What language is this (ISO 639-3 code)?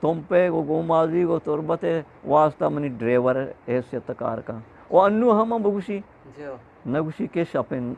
bgp